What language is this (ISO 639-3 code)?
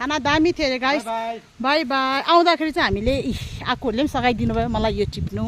nep